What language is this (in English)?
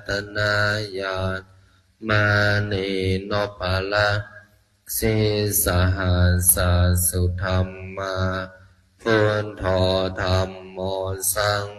Pali